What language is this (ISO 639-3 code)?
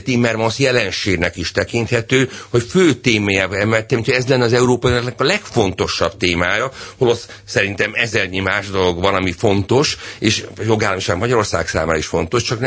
hun